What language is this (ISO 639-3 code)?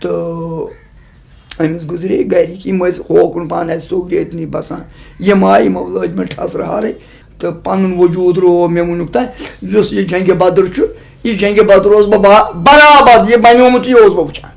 kas